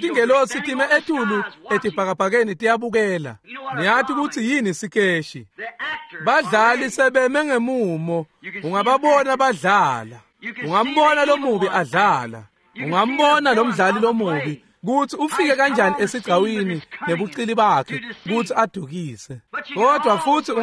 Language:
Swati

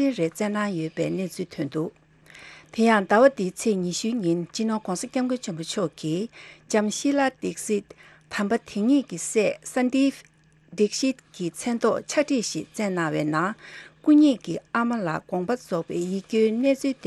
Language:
Tibetan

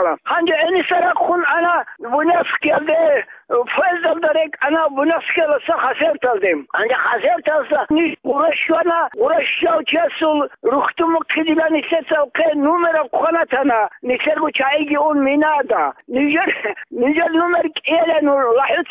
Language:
Avaric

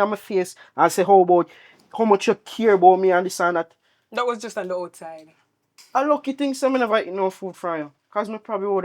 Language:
Jamaican Creole English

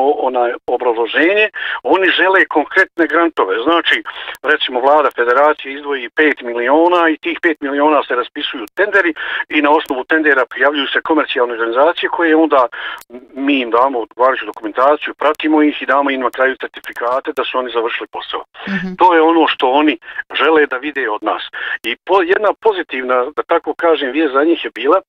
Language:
Bosnian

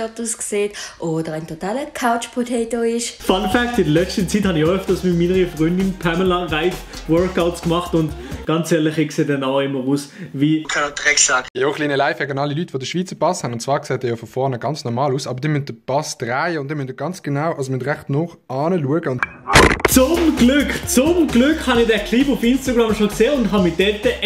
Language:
Swiss German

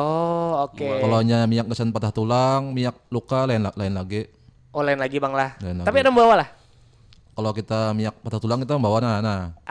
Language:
Banjar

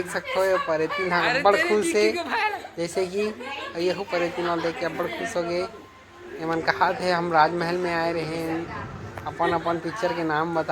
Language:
Chhattisgarhi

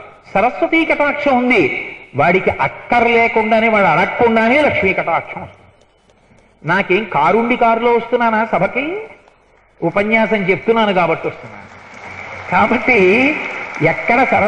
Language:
Telugu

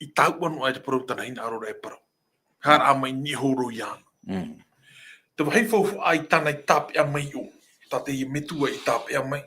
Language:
Tahitian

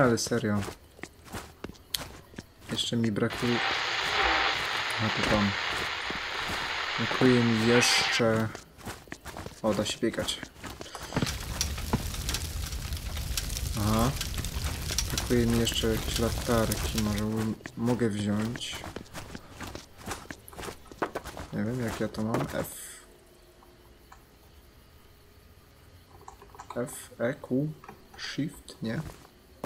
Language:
Polish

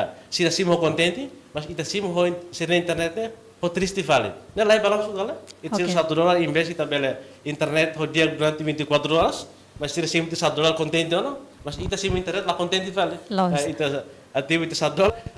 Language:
Tetum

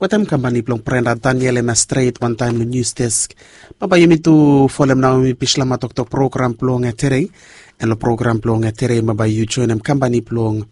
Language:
Bislama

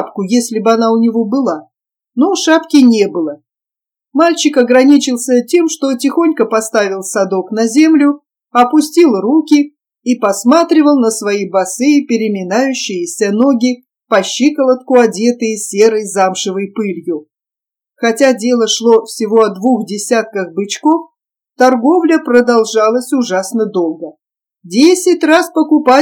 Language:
Russian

